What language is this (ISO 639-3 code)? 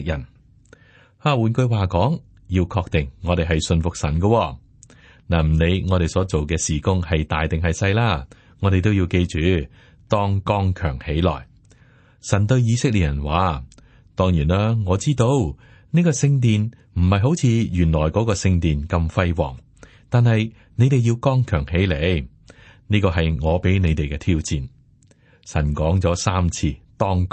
yue